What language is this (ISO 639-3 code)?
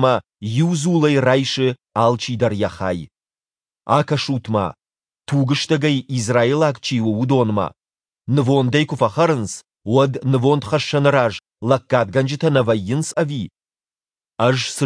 oss